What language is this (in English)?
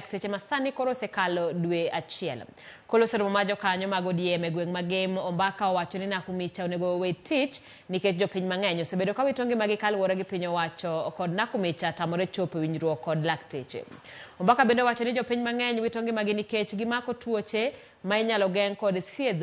Luo (Kenya and Tanzania)